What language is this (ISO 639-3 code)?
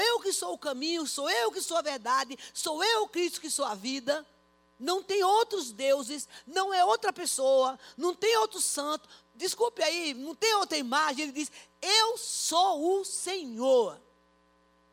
por